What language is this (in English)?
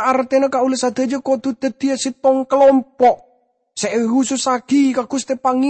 Madurese